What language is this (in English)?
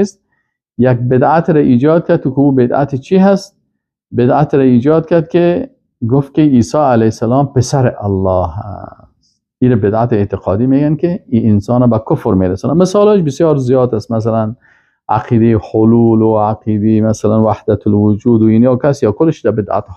Persian